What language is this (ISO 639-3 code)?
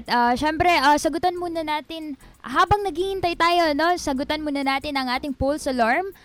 fil